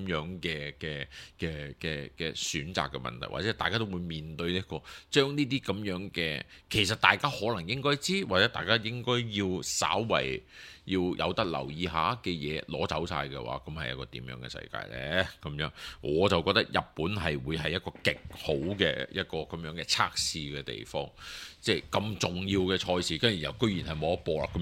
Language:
Cantonese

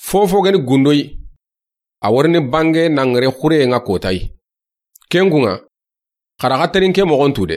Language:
Soninke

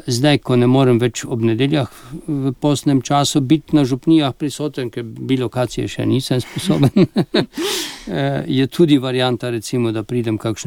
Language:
Slovenian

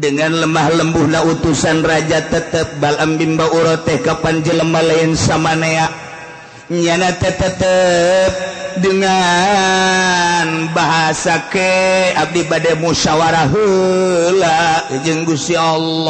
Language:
Sundanese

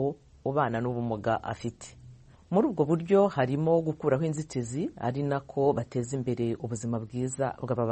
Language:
Kinyarwanda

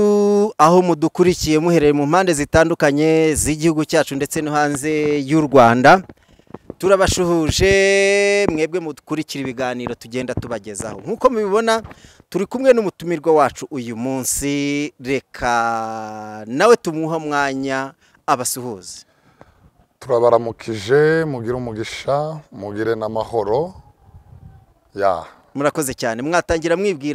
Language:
Kinyarwanda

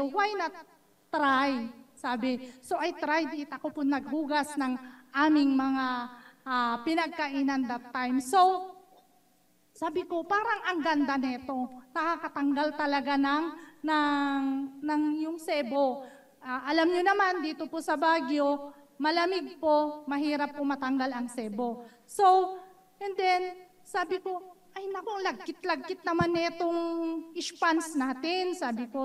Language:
Filipino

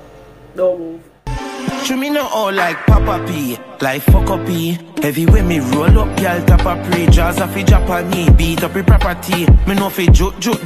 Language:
Jamaican Creole English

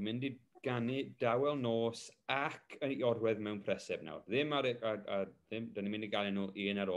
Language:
Welsh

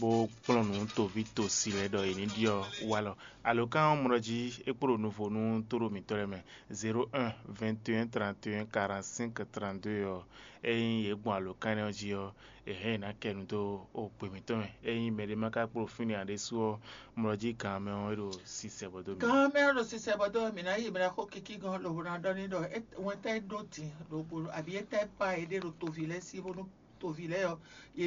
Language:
Fon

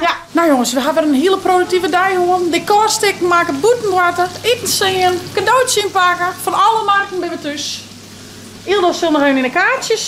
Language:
Western Frisian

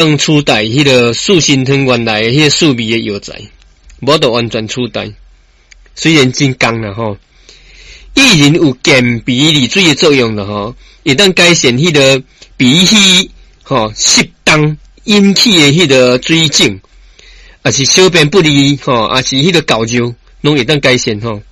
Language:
Min Nan Chinese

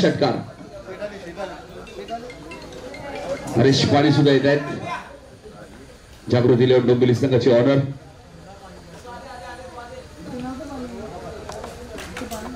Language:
Marathi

